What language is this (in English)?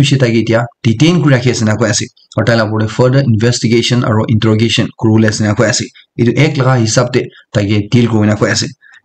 Naga Pidgin